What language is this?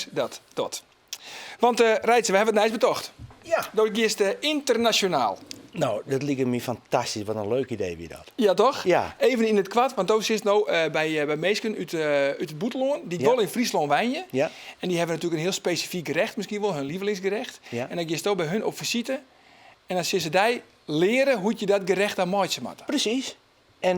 Western Frisian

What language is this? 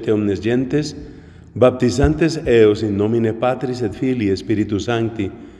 Latin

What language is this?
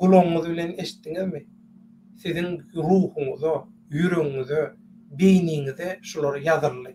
Turkmen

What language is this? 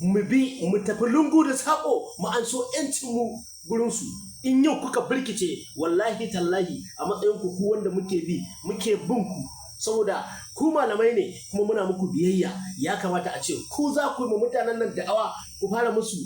Hausa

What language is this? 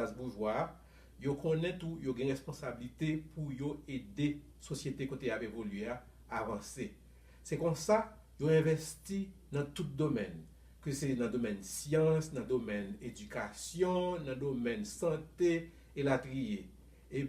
Haitian Creole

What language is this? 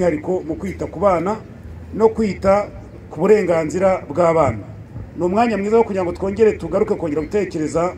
Kinyarwanda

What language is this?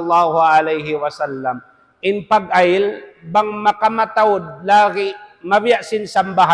Tausug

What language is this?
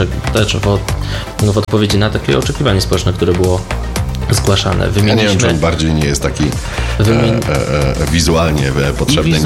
Polish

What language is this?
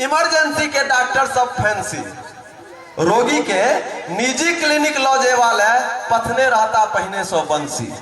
Maithili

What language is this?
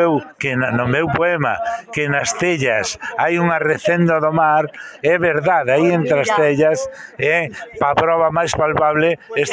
Galician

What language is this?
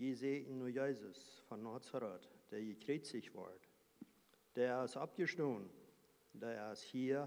Plautdietsch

